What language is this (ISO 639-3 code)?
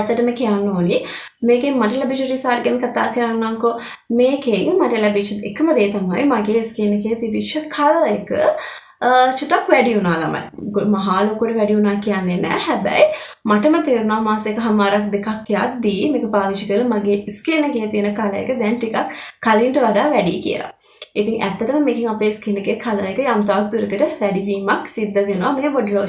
sin